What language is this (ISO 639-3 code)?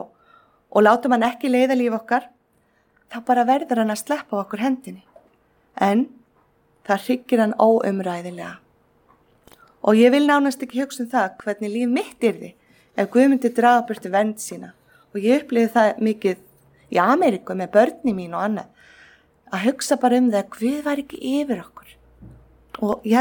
isl